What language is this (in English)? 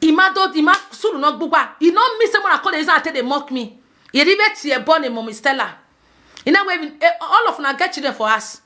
Nigerian Pidgin